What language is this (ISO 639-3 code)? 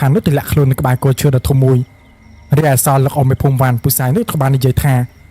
khm